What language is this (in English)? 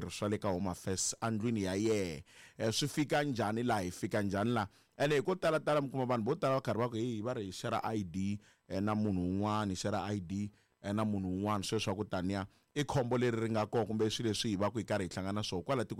Tsonga